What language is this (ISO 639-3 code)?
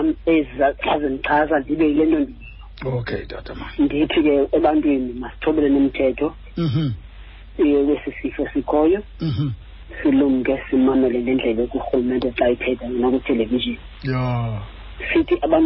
xho